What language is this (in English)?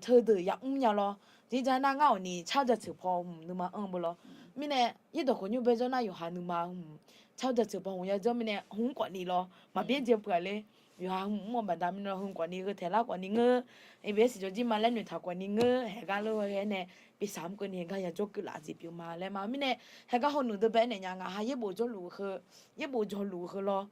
Akha